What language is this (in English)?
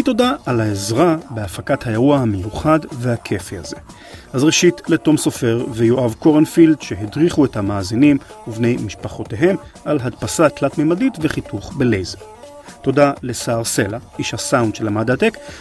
Hebrew